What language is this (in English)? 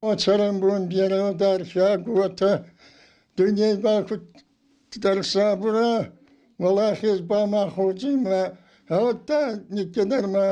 Ossetic